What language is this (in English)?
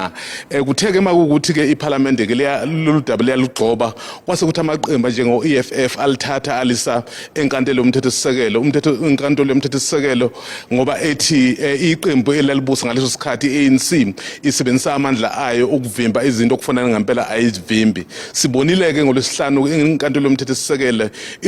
Zulu